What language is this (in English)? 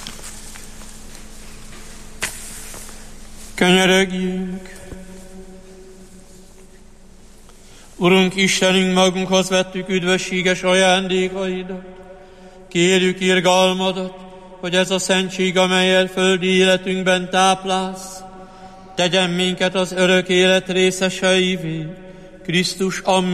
Hungarian